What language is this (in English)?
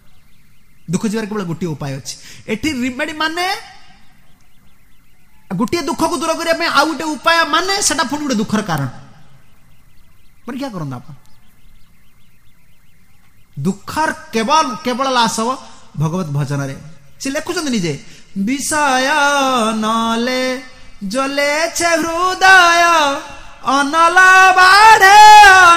Odia